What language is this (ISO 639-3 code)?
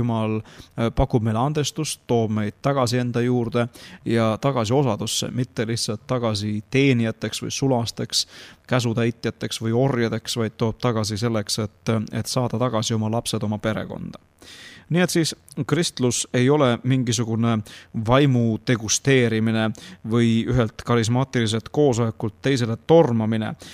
est